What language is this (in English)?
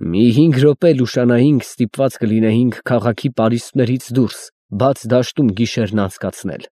Armenian